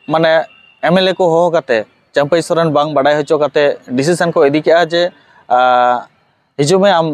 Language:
Santali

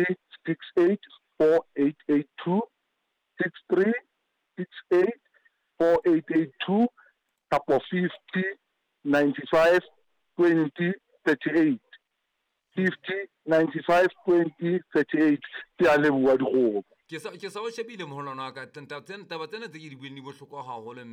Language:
Southern Sotho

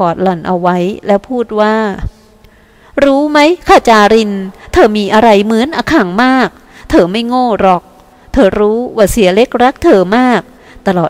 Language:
Thai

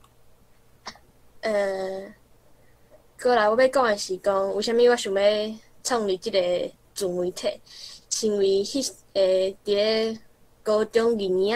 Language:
Min Nan Chinese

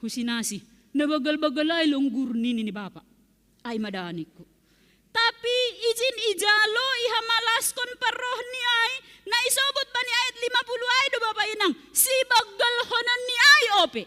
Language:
Batak Simalungun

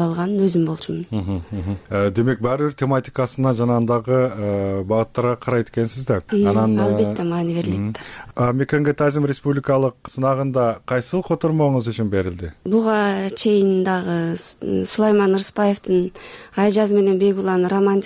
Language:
Kyrgyz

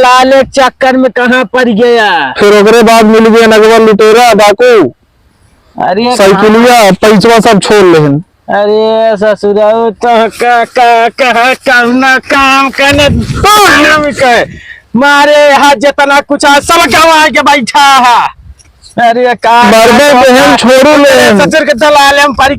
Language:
Awadhi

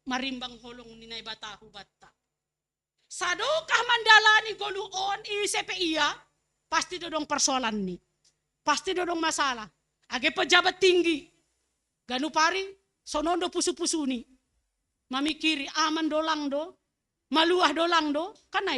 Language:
Batak Simalungun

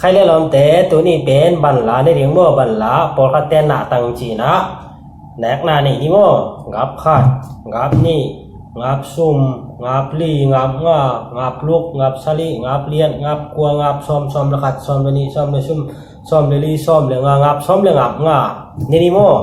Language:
Tedim Chin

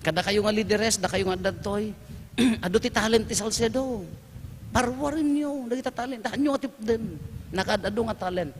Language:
Iloko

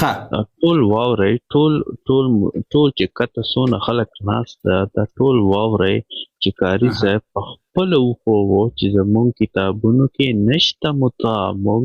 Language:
Pashto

